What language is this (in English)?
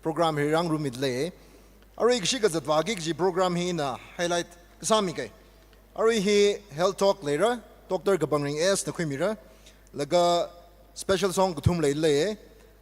Tangkhul Naga (India)